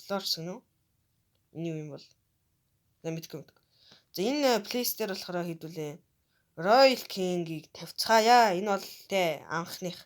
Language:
Mongolian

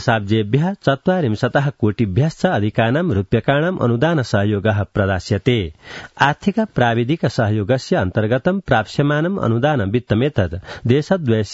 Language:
Sanskrit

